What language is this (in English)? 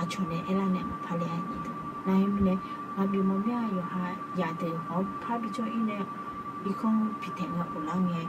Akha